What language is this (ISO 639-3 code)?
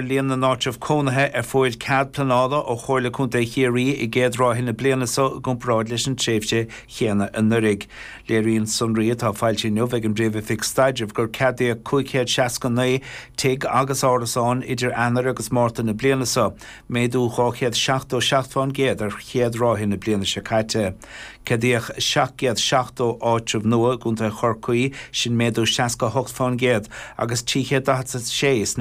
gle